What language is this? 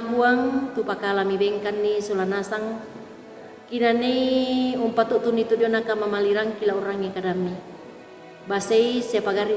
Toraja-Sa'dan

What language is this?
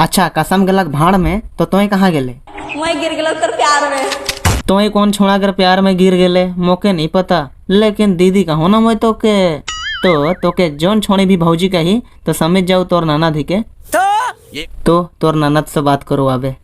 Sadri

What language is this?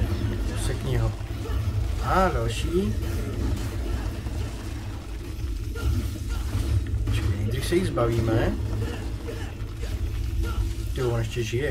Czech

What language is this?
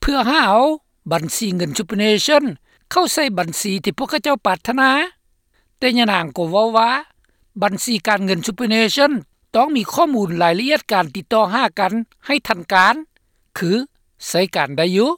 Lao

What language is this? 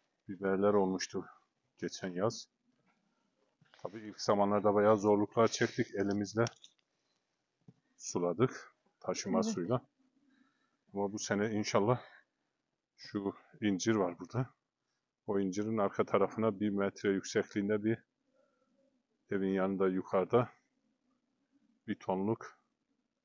Turkish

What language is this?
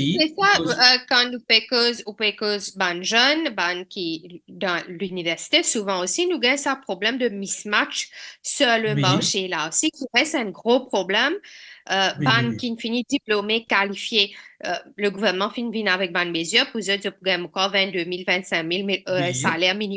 Morisyen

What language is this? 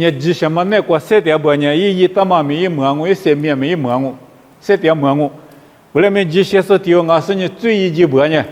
Lisu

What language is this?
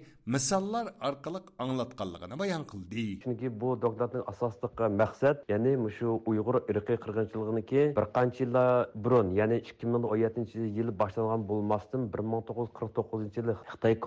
Uyghur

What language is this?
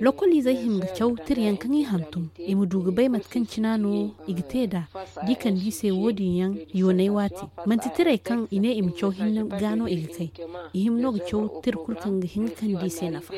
Zarma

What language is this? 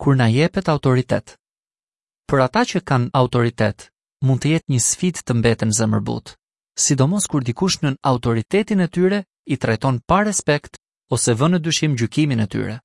Albanian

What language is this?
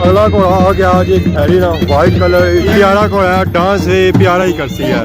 Pahari-Potwari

